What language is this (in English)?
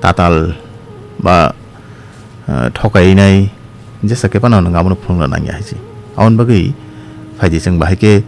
Kok Borok